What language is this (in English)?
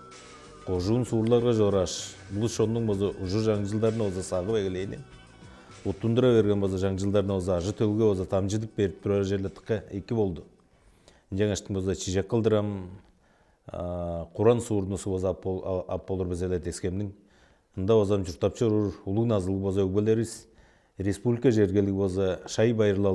Tuvinian